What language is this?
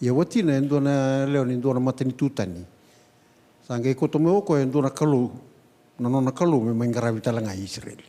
Fijian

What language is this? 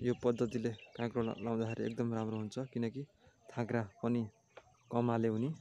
Nepali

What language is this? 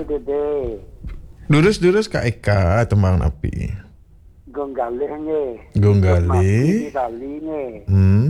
Balinese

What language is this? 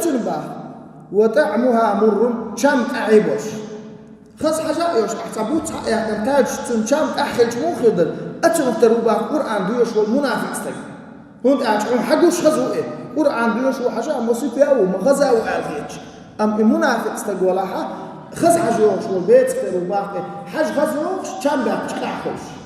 Chechen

